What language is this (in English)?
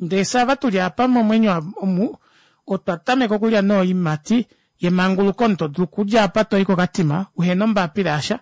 Kuanyama